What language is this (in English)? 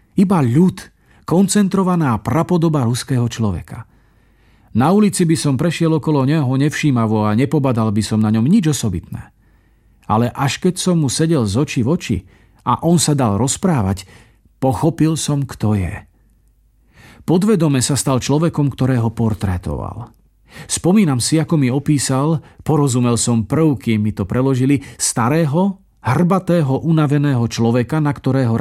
Slovak